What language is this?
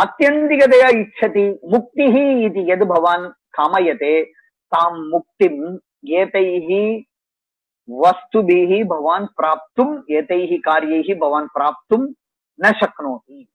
Sanskrit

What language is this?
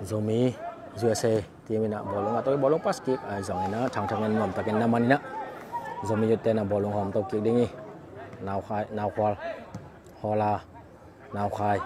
Tedim Chin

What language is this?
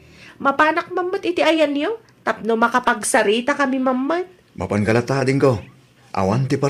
Iloko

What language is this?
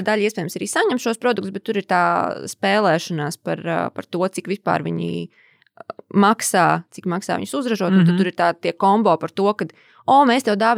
Latvian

